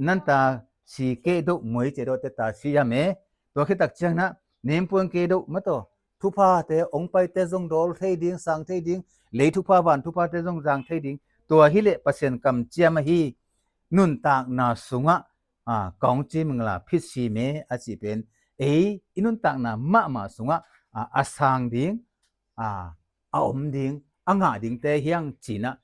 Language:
Tedim Chin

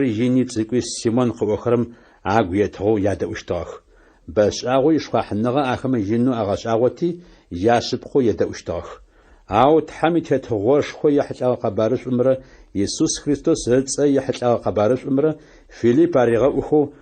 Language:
Adyghe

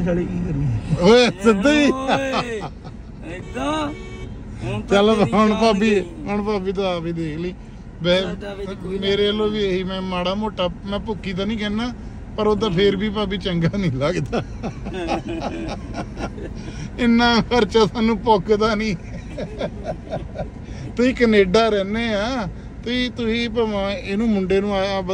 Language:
Punjabi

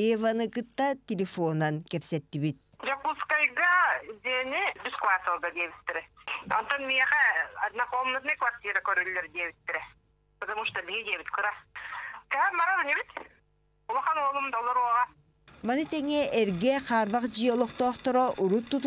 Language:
Yakut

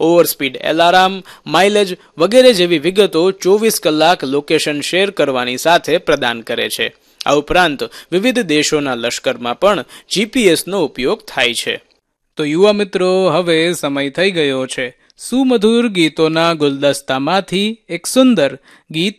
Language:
Gujarati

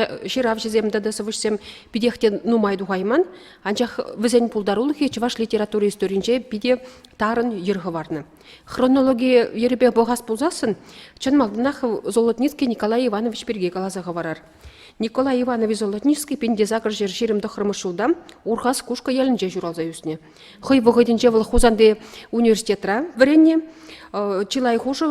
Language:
Chuvash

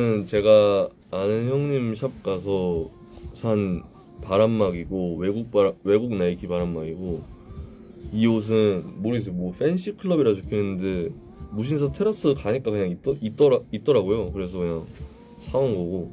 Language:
Korean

